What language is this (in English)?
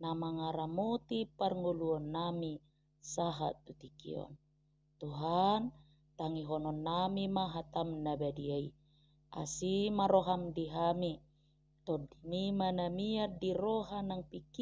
Batak Toba